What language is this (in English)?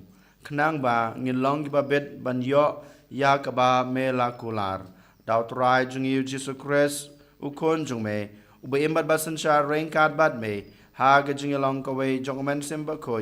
Khasi